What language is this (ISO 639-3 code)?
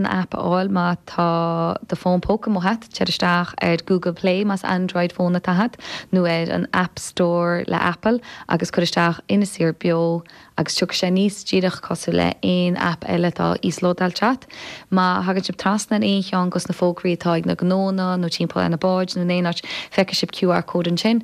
gle